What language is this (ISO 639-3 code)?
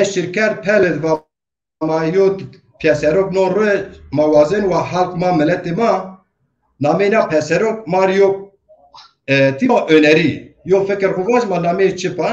zza